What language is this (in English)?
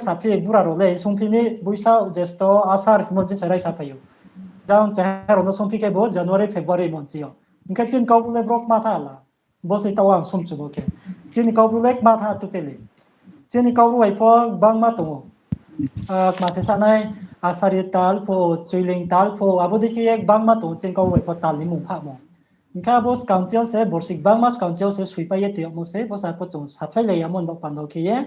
Riang (India)